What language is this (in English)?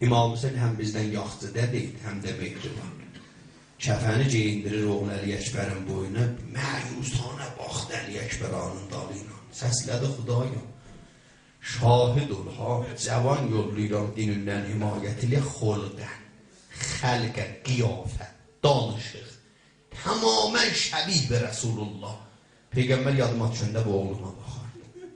South Azerbaijani